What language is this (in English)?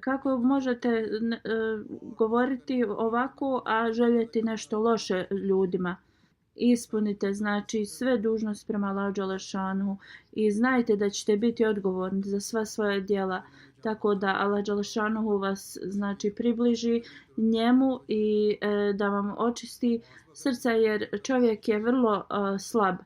Bosnian